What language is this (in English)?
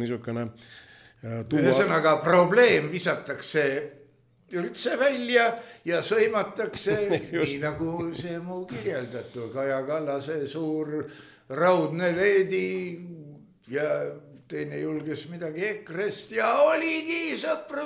Estonian